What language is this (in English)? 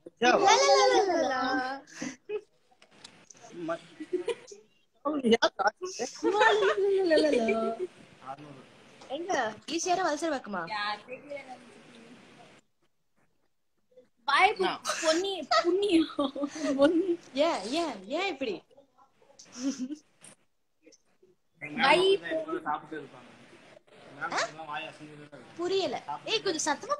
Tamil